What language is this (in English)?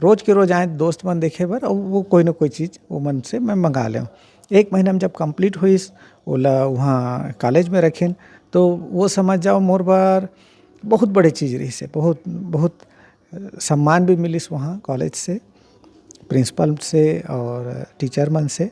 Chhattisgarhi